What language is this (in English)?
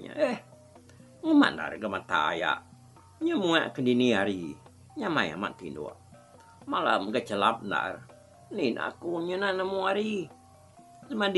Iban